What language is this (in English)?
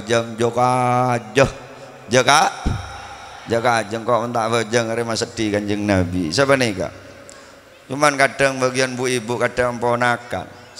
Madurese